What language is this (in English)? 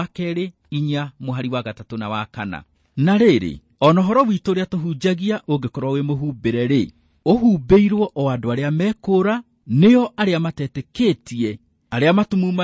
Kikuyu